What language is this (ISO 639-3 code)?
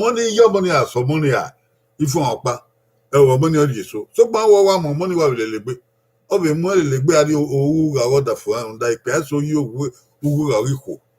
bin